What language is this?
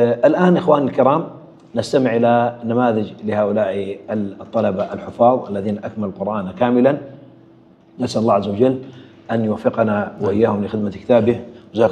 Arabic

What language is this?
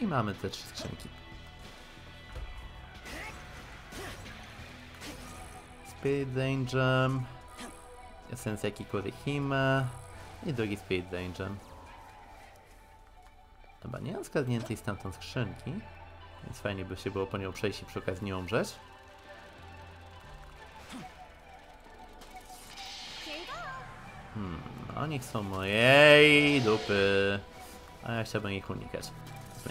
Polish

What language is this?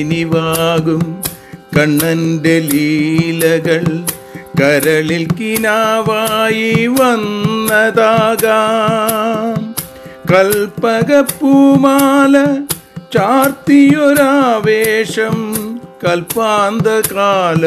Malayalam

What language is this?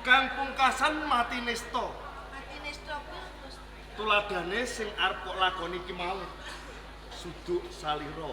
Javanese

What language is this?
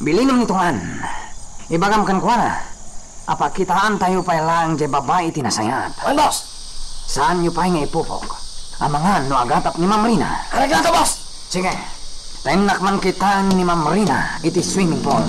Iloko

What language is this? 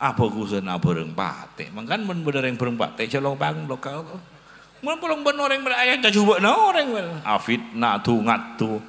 Madurese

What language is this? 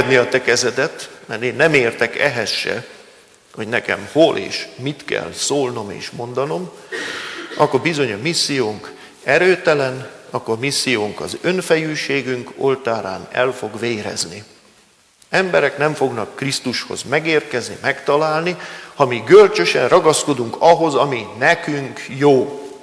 Hungarian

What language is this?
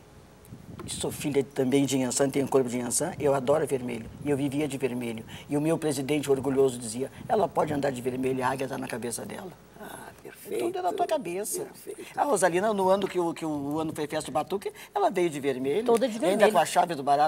Portuguese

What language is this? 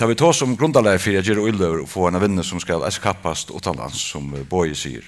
Faroese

